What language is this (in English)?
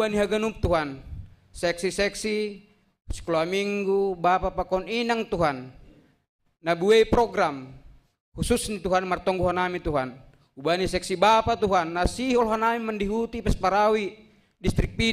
Batak Simalungun